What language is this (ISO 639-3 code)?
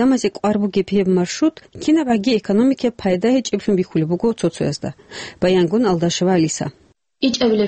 ava